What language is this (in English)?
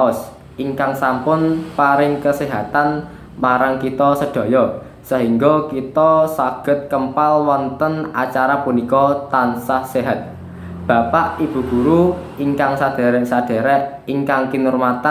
Javanese